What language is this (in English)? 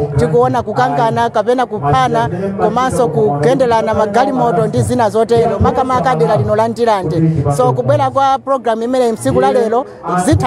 Nyanja